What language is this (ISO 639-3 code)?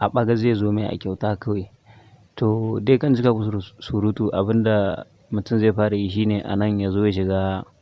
hau